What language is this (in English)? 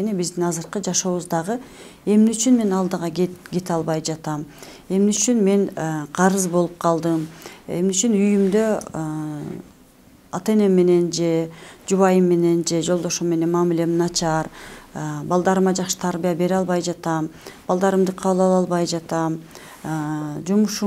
Kyrgyz